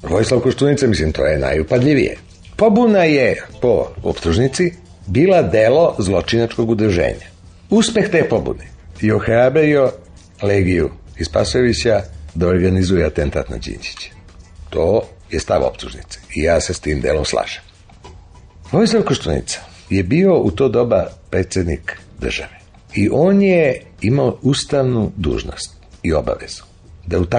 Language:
Serbian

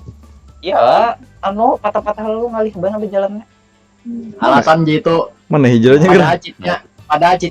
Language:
Banjar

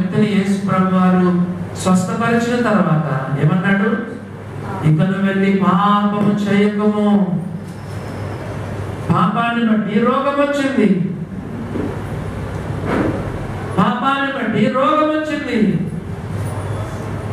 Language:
Telugu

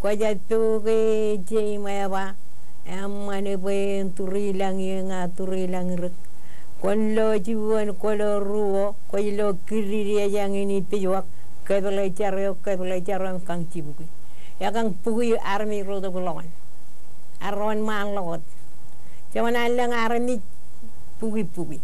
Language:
Marshallese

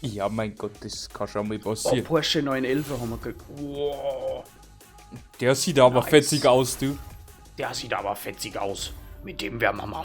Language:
Bavarian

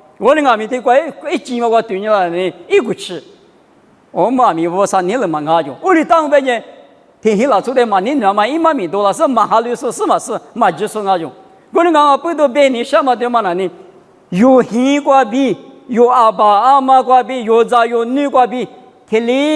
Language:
Lisu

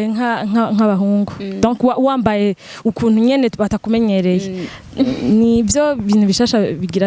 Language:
Rundi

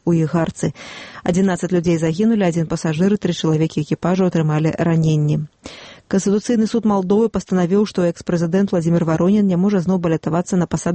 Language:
Belarusian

